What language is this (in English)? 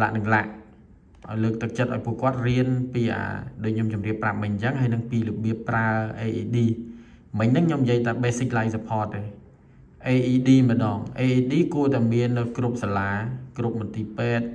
Khmer